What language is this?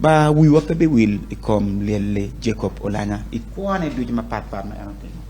Acoli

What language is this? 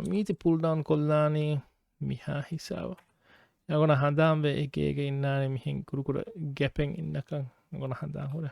Divehi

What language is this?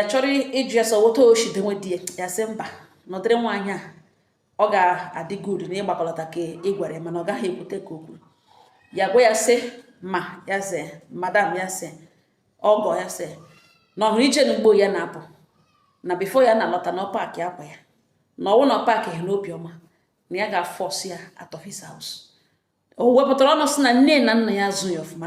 Igbo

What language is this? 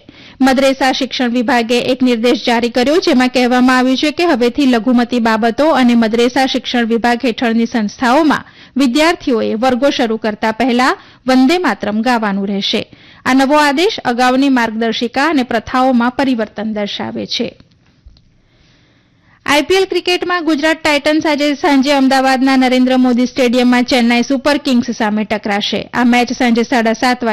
Gujarati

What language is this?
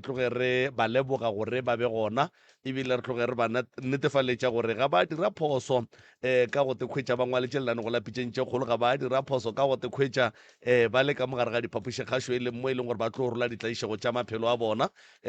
Northern Sotho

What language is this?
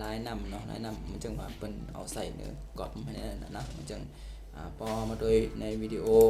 Shan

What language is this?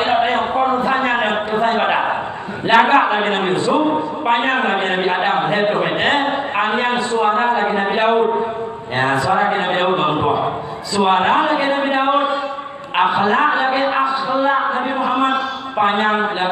Achinese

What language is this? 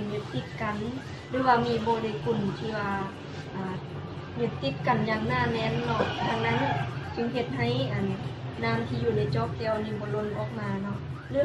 Lao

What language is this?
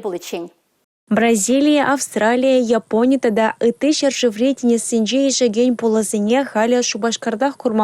Chuvash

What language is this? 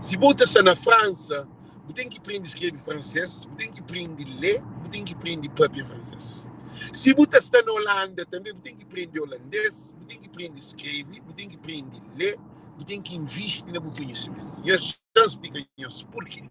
Kabuverdianu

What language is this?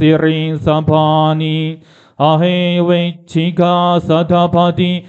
Pali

